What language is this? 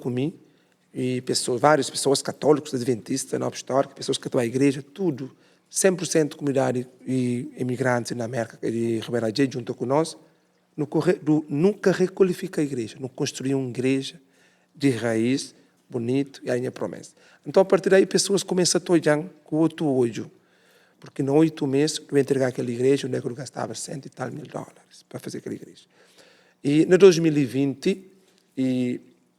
Kabuverdianu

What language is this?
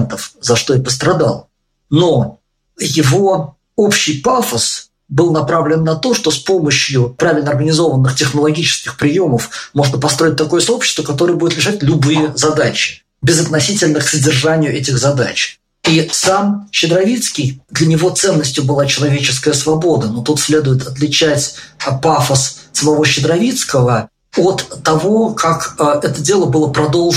Russian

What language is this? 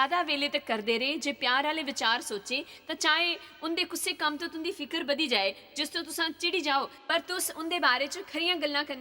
Dogri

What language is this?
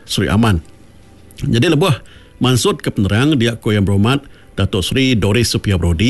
Iban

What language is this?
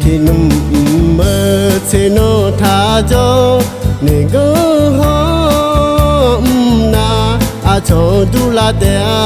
Akha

